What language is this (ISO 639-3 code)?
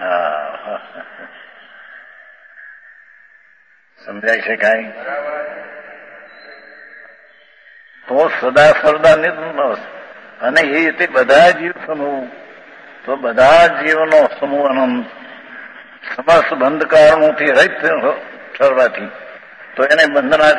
guj